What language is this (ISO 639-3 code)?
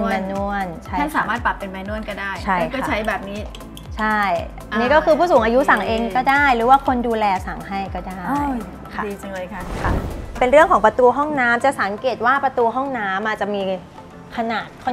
tha